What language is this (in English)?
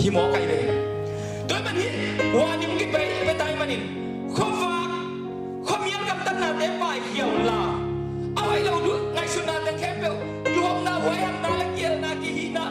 Tedim Chin